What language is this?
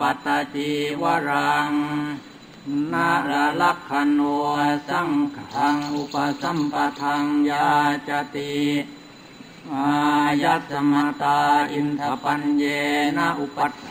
Thai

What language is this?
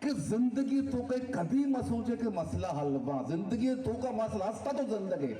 Baluchi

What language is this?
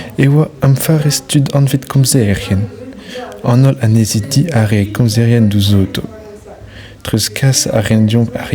Breton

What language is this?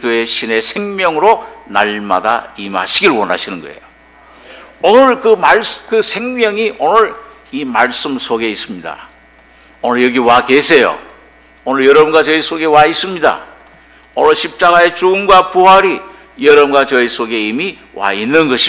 Korean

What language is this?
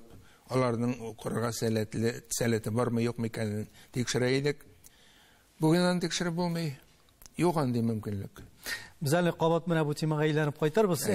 Tatar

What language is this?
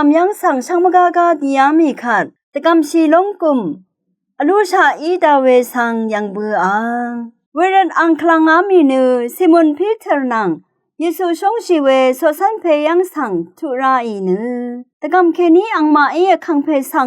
Rawang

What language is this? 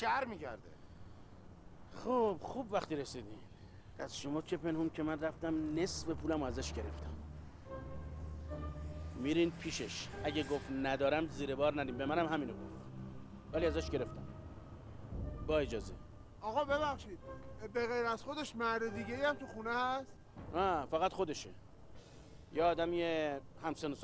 Persian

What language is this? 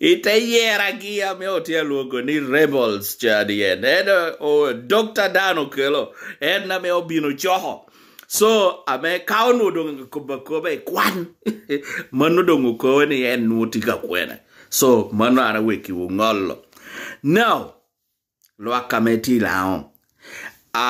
Lango (Uganda)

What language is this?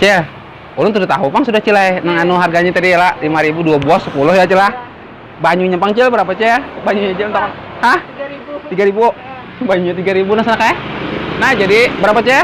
Banjar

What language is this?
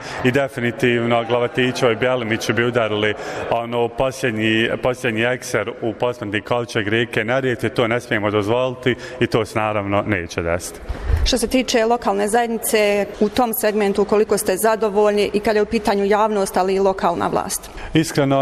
Bosnian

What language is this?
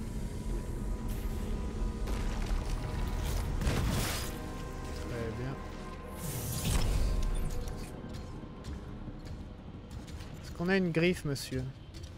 French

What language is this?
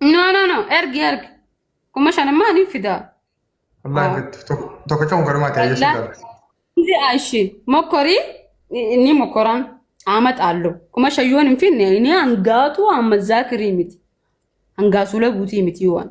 Oromo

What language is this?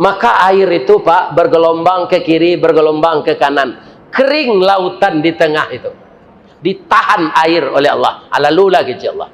Minangkabau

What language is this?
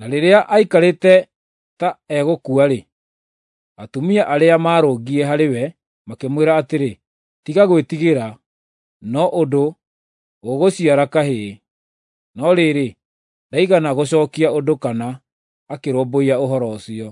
Kikuyu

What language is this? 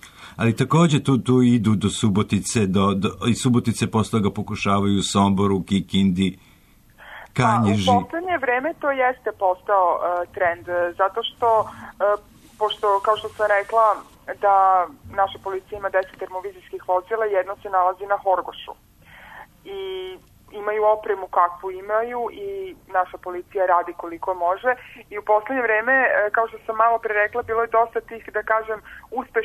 Serbian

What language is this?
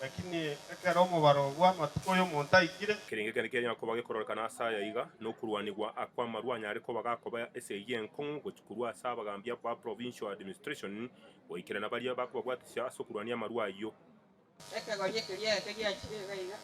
Gusii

